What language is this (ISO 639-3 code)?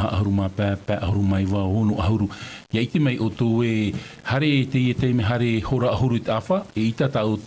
tah